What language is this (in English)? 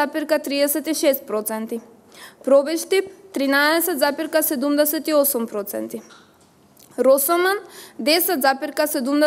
Macedonian